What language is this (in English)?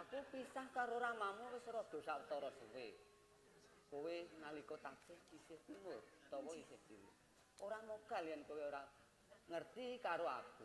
Javanese